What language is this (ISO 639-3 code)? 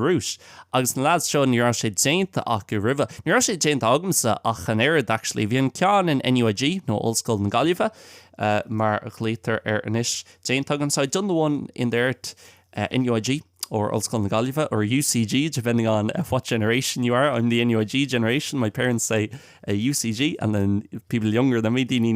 gle